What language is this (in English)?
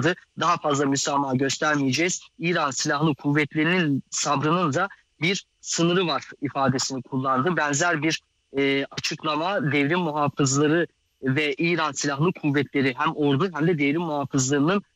Turkish